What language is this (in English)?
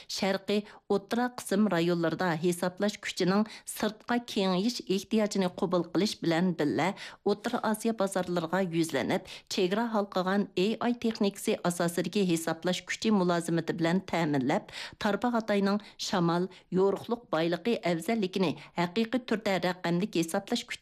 Uyghur